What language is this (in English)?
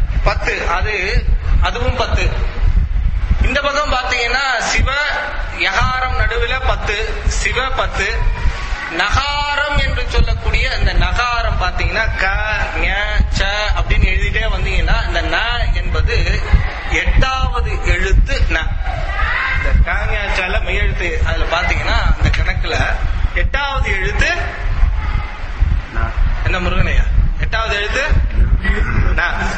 Tamil